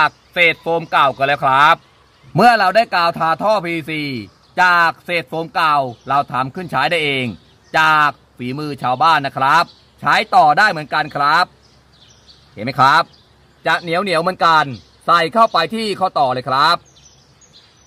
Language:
Thai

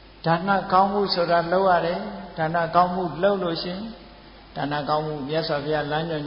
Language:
Burmese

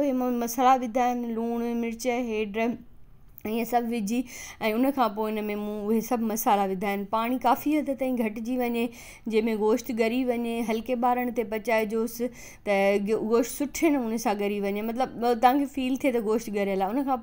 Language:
Sindhi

